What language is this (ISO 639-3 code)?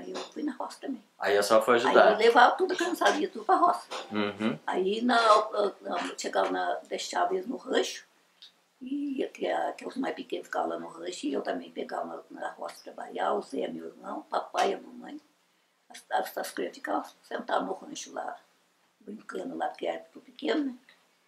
por